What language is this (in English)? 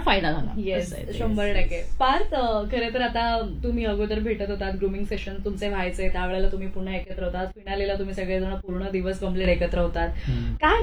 Marathi